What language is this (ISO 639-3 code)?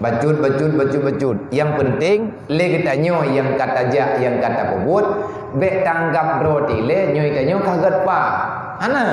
ace